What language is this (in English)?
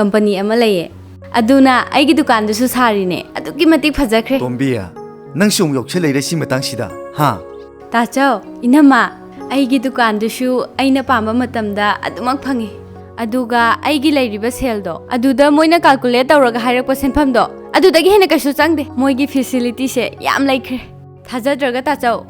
Manipuri